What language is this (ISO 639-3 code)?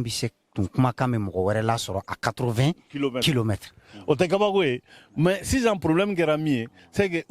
bam